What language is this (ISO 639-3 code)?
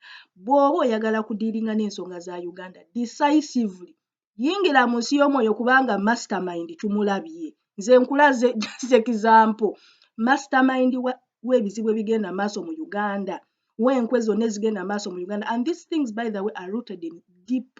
lug